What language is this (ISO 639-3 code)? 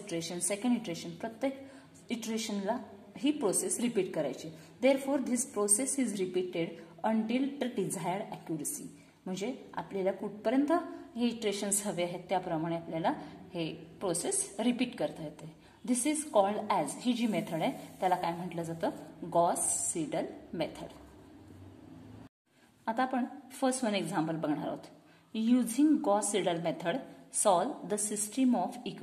mar